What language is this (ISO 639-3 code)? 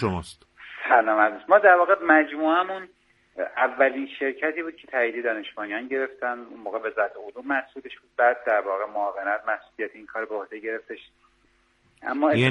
fas